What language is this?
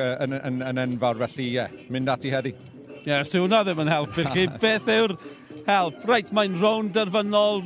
Welsh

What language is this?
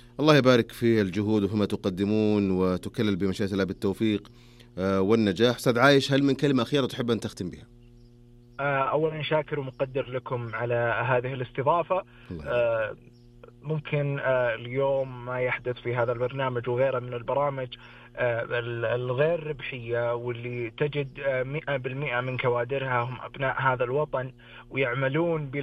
Najdi Arabic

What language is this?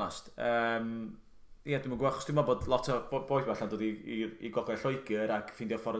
Welsh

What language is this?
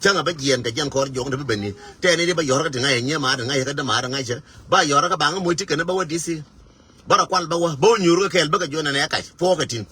Nuer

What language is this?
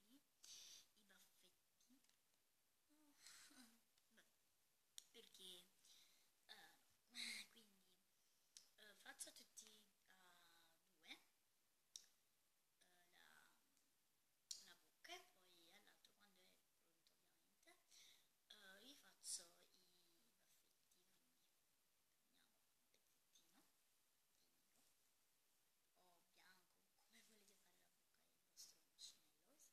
Italian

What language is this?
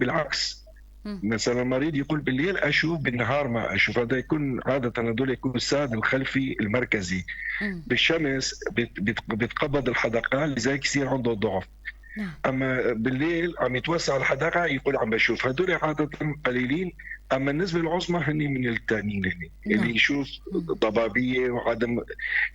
North Levantine Arabic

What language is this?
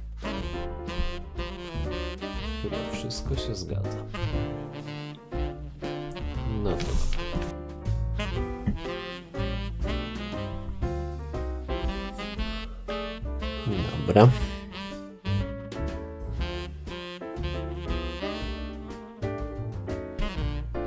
Polish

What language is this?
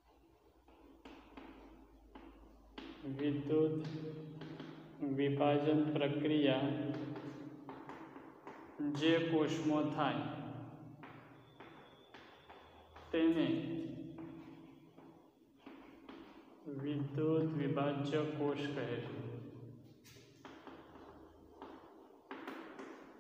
Gujarati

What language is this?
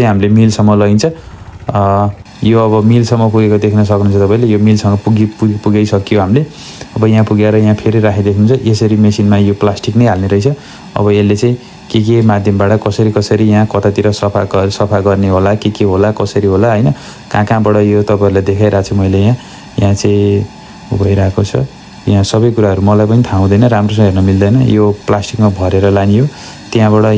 Nepali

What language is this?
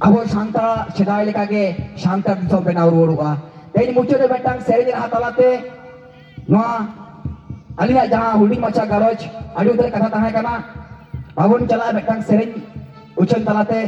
Santali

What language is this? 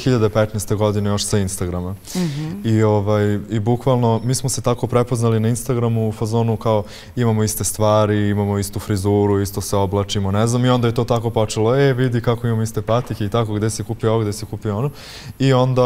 Serbian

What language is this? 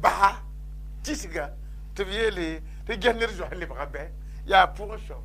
Mossi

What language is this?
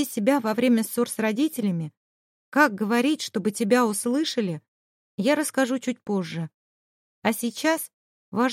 Russian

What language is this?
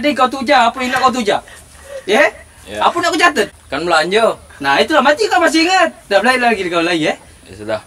Musi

